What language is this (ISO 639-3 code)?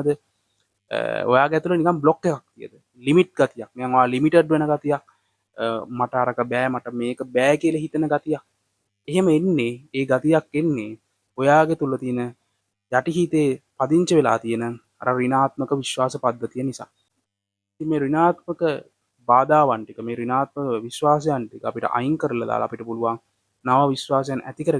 sin